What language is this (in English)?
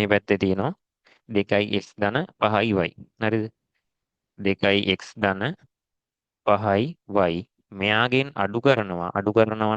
Sinhala